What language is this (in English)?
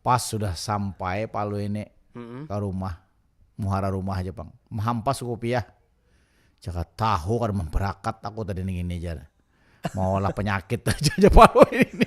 Banjar